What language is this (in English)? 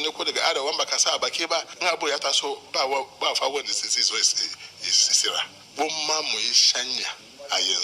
Hausa